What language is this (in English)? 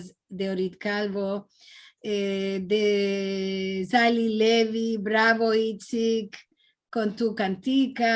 Ladino